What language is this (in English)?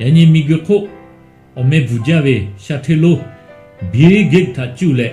Lahu